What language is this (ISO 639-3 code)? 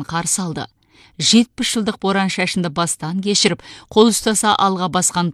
kaz